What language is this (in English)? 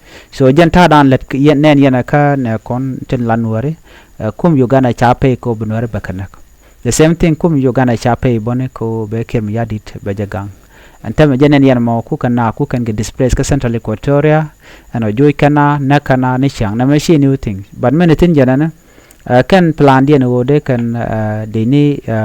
Nuer